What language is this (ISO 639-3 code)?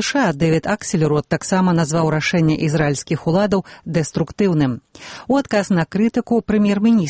bel